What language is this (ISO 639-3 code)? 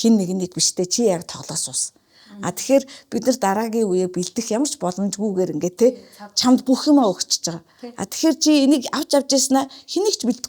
mon